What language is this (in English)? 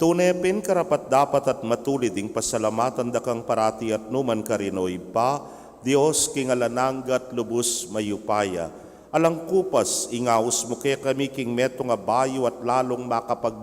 Pampanga